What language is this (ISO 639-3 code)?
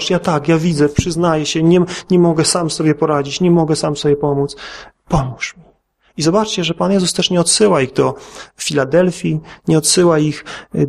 pol